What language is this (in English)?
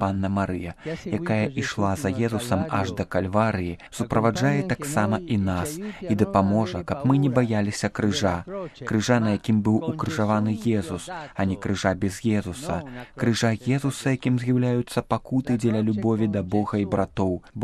Belarusian